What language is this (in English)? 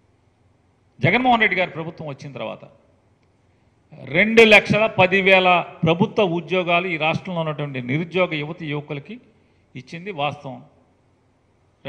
Telugu